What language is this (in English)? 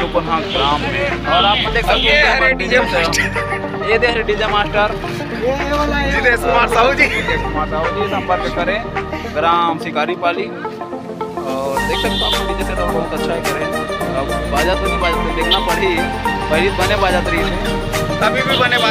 Chhattisgarhi